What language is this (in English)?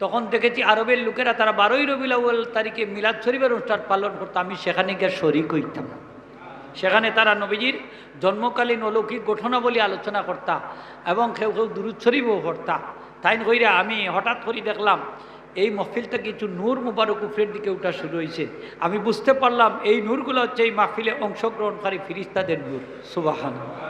Sylheti